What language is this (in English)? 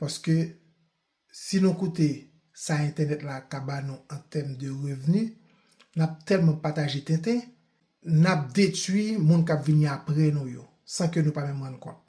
Haitian Creole